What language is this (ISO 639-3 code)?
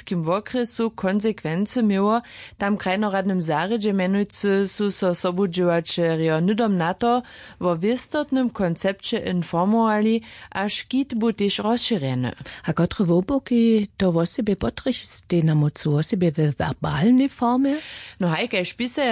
hsb